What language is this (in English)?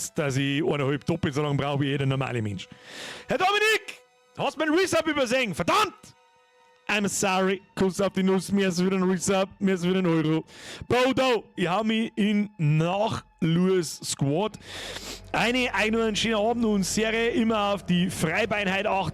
Bavarian